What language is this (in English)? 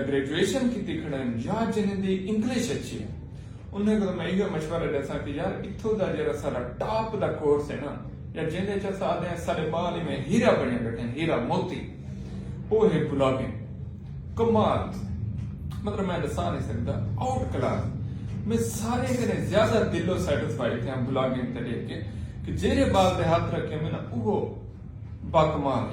Saraiki